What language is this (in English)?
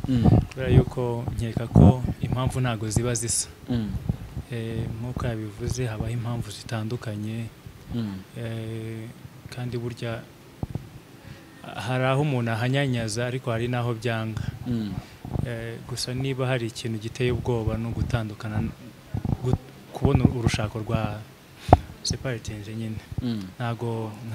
Kinyarwanda